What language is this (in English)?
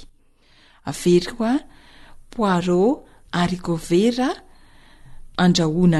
Malagasy